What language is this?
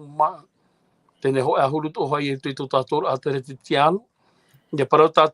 Tahitian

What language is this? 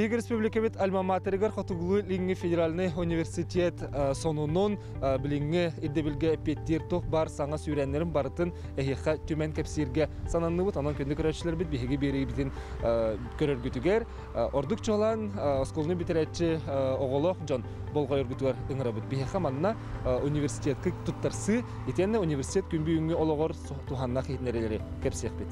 Yakut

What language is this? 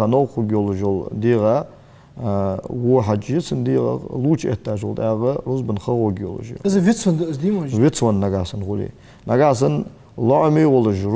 Ingush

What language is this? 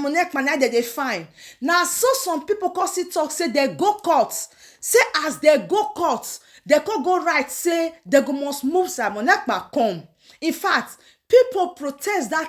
Nigerian Pidgin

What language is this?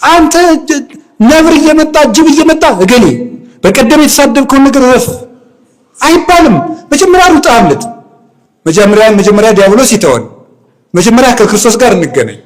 Amharic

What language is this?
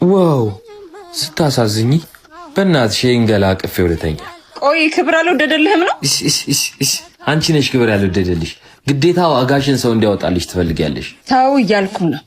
Amharic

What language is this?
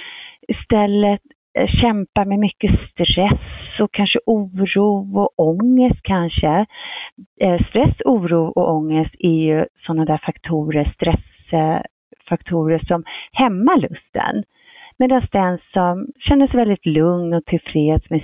Swedish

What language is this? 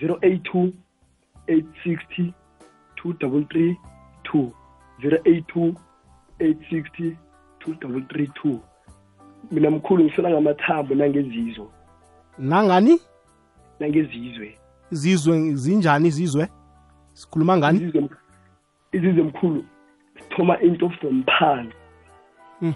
South Ndebele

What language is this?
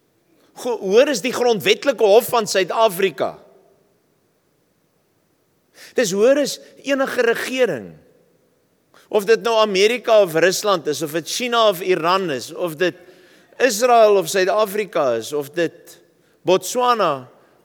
Afrikaans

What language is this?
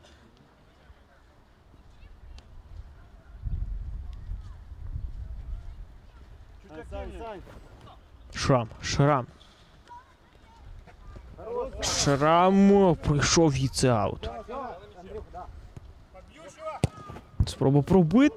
Ukrainian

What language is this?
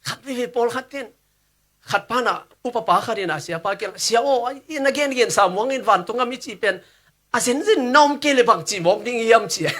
Tedim Chin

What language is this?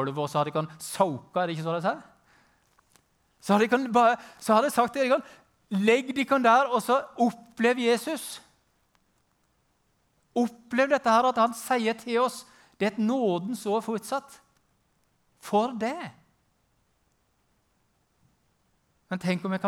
Norwegian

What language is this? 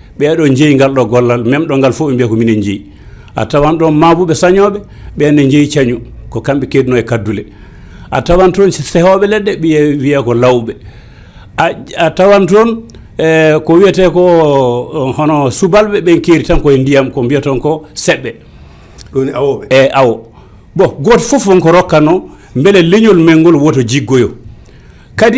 Fula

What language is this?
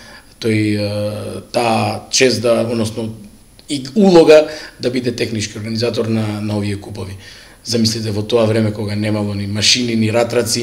Macedonian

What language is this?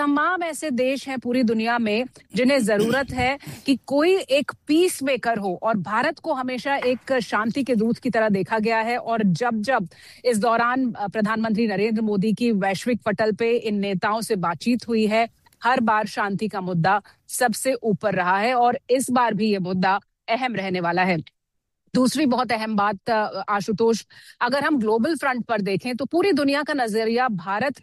Hindi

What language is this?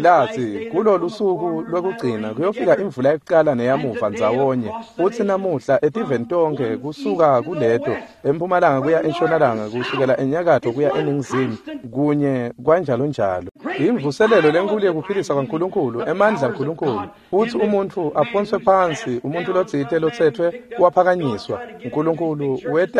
Swati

